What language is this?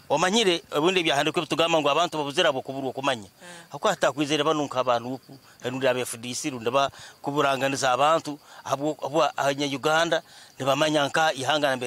Tooro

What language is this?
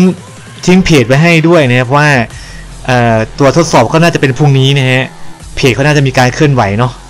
Thai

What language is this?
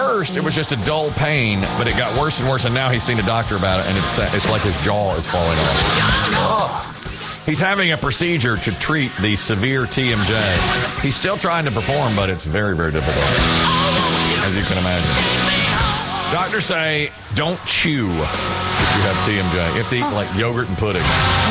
English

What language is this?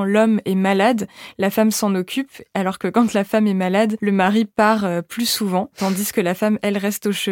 French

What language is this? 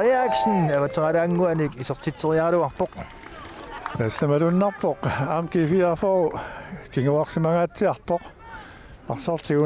Kalaallisut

